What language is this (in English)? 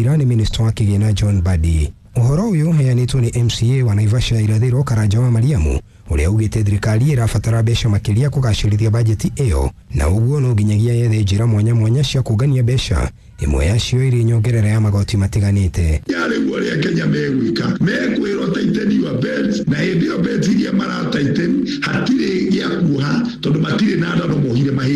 Kikuyu